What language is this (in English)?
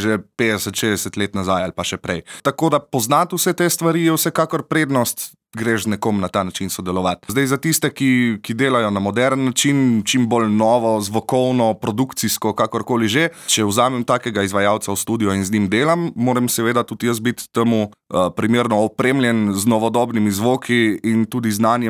Slovenian